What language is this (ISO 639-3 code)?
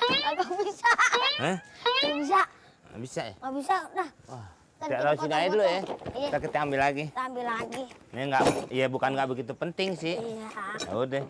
bew